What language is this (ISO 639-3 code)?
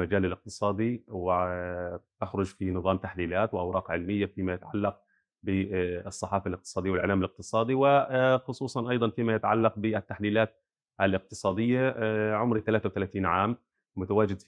apc